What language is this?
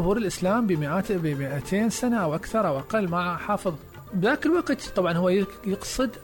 Mesopotamian Arabic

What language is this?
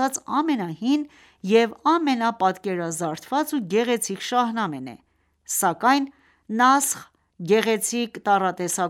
Armenian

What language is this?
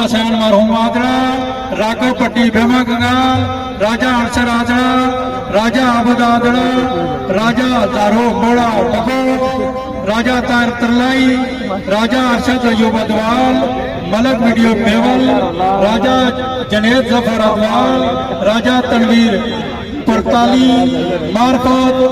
Pahari-Potwari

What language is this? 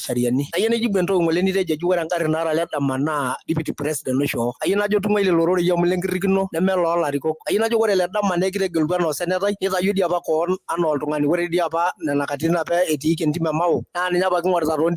Masai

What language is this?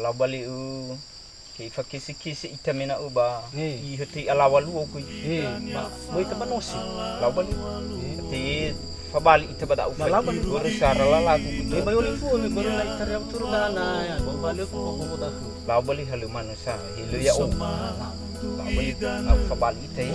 Nias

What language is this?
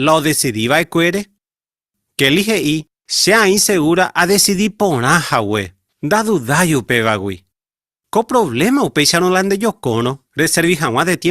Guarani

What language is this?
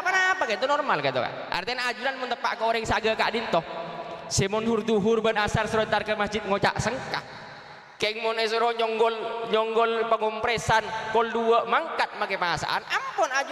Madurese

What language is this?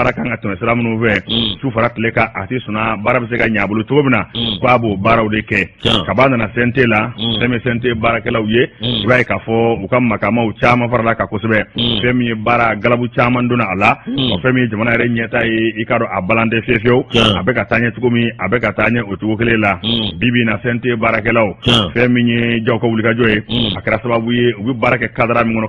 Bambara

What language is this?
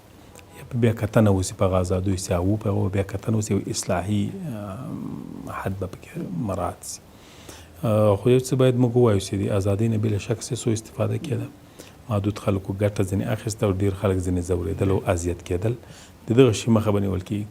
Pashto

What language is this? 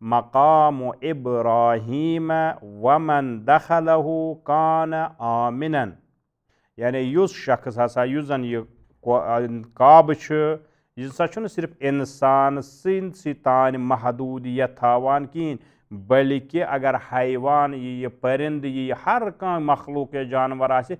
Kashmiri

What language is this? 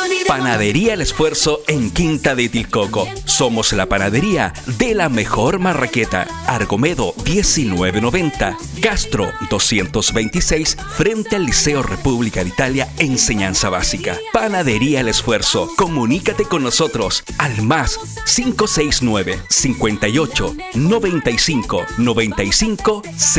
Spanish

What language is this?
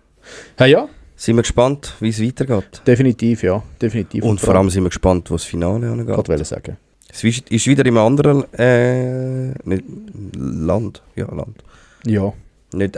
Swiss German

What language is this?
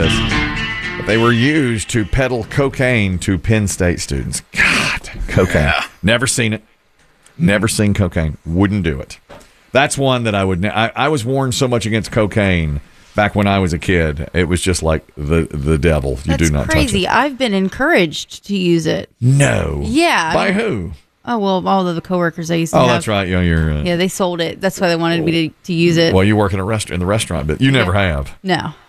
English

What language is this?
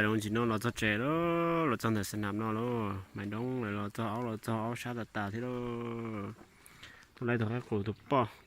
Hmong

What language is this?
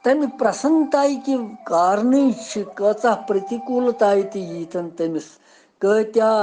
Kashmiri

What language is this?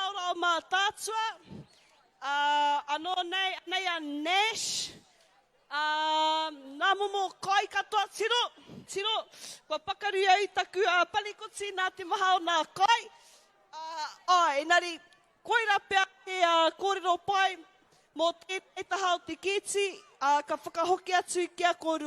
Māori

